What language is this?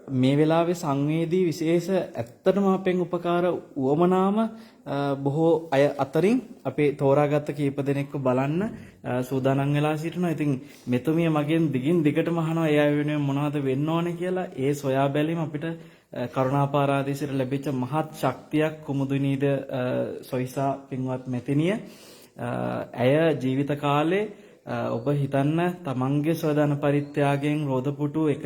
Sinhala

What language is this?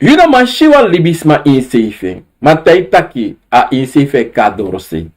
Sranan Tongo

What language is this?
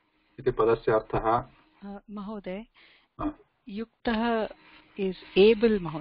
Sanskrit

